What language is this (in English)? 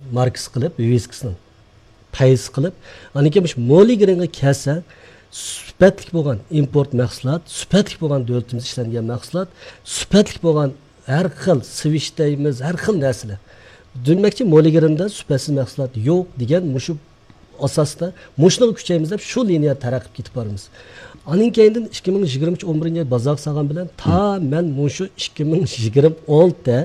Uyghur